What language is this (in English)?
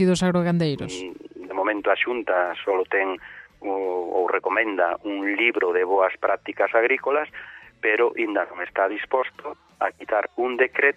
Galician